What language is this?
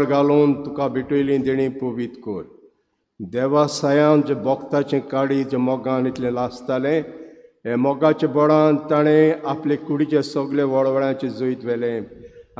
Konkani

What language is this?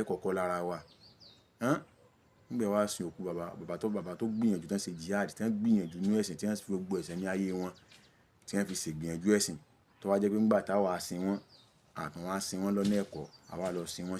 Yoruba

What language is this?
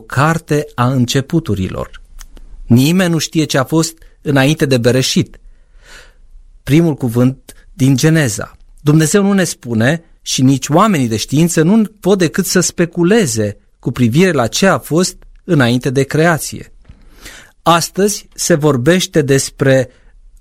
Romanian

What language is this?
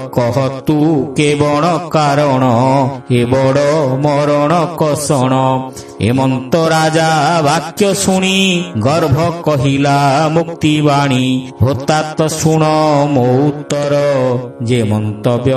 Odia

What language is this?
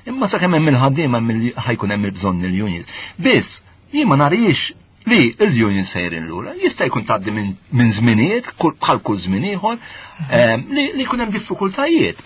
Maltese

